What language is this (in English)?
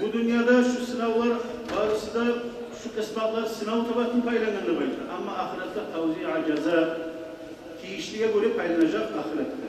Kumyk